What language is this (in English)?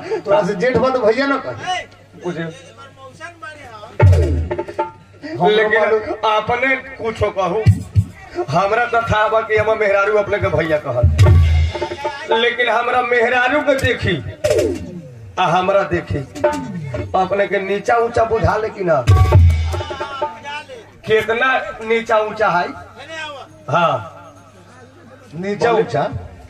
Bhojpuri